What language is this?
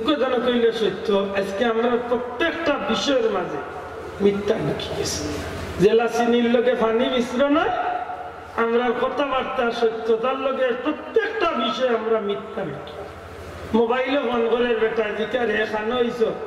Sylheti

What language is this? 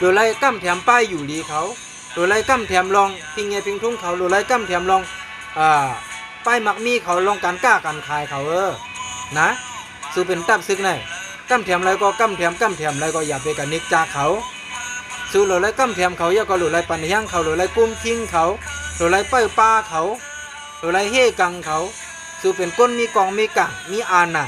Shan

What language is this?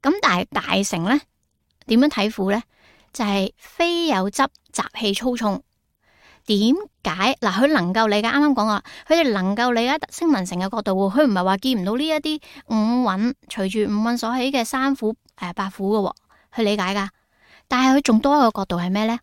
Cantonese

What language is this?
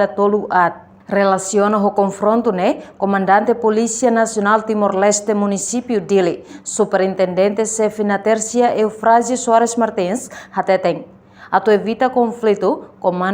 Tetum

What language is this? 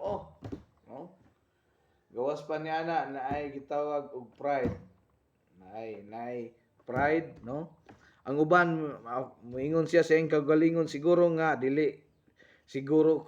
Cebuano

